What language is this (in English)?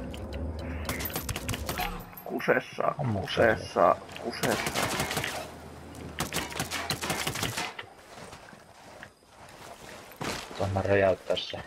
Finnish